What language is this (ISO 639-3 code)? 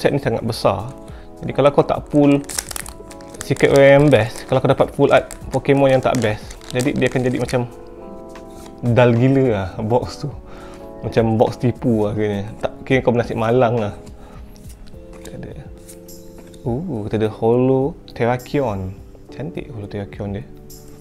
msa